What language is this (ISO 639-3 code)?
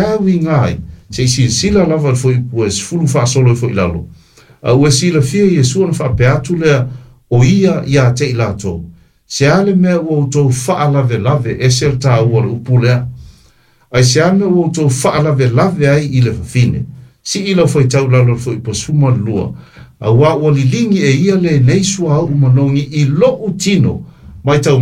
smo